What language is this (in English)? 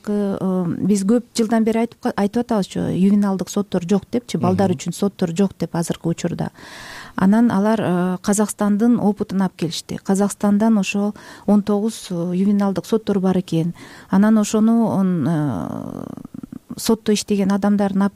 Kyrgyz